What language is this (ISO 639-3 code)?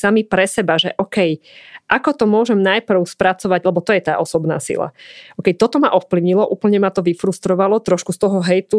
slk